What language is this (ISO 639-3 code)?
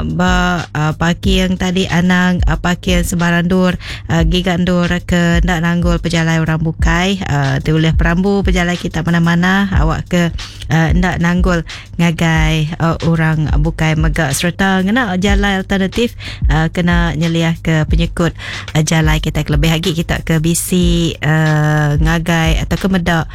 iba